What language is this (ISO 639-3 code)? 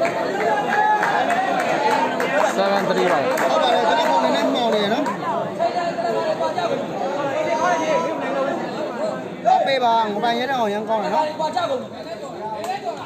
mya